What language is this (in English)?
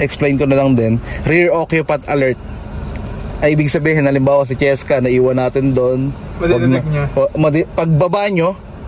Filipino